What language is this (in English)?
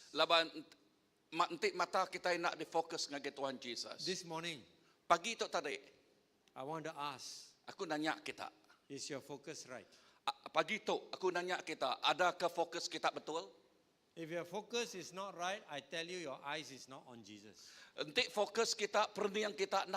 Iban